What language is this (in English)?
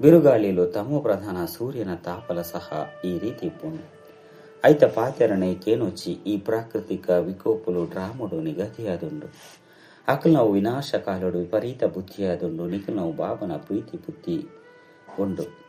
Tulu